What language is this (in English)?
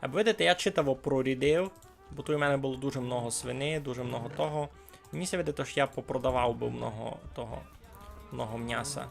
Rusyn